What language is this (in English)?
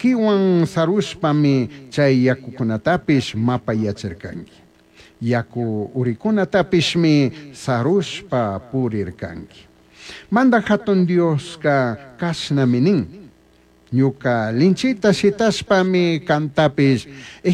Chimborazo Highland Quichua